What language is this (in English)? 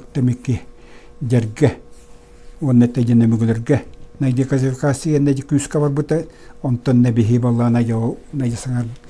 Yakut